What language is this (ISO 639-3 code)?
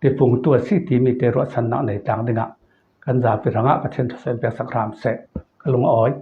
cfm